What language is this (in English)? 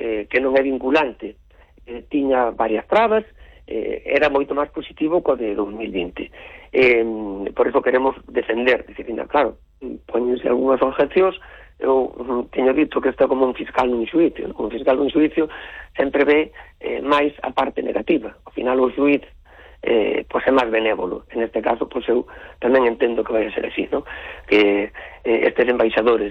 Galician